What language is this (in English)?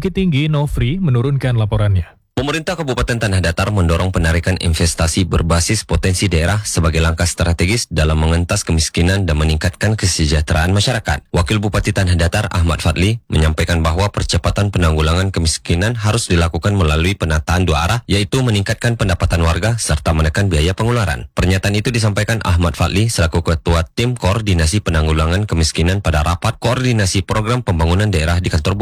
Indonesian